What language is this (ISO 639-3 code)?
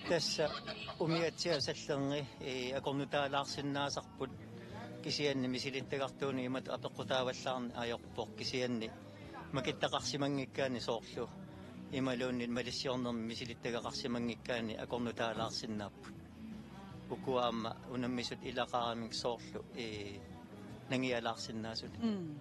kal